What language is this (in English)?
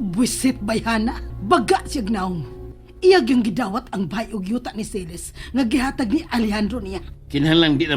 Cebuano